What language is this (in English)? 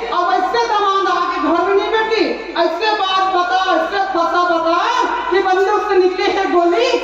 Chhattisgarhi